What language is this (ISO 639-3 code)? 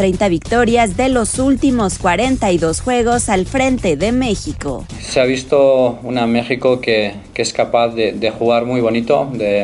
spa